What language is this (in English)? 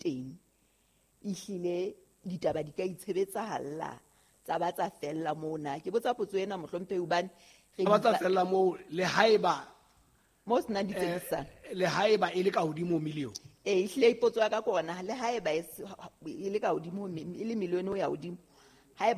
Southern Sotho